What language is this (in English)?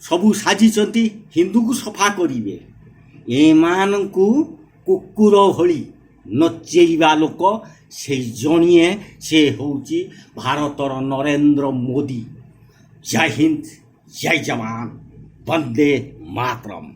Odia